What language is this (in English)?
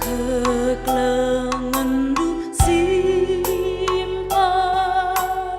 Batak Karo